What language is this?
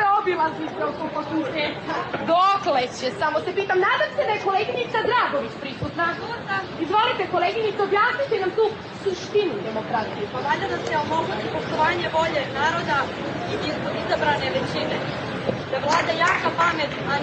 Serbian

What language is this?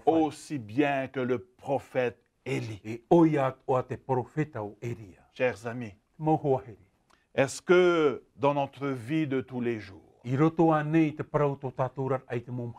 Tahitian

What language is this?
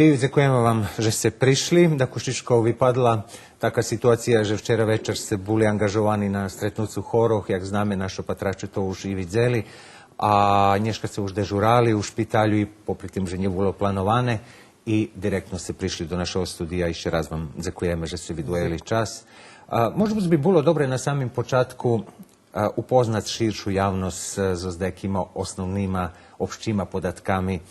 Rusyn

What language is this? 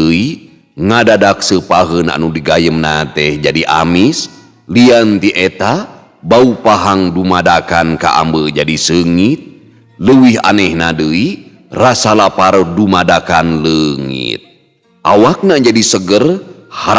Sundanese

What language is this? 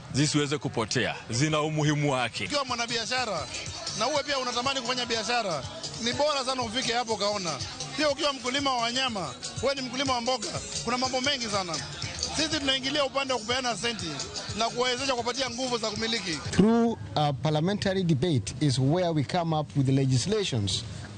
Luo (Kenya and Tanzania)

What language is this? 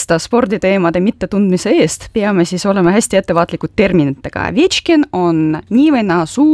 Estonian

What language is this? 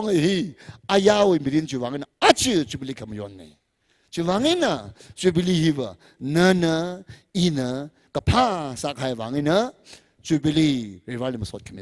Tangkhul Naga (India)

